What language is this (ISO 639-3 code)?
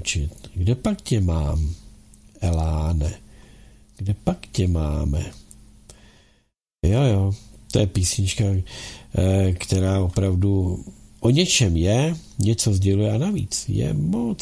ces